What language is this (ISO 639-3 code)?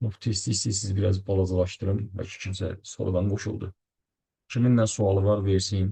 aze